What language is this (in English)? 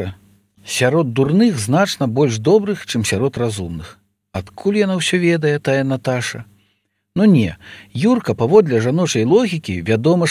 Belarusian